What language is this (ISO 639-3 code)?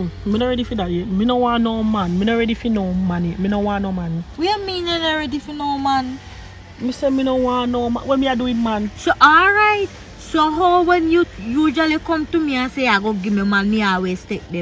jam